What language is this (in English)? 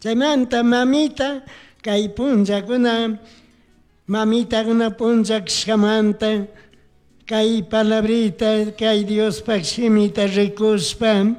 Chimborazo Highland Quichua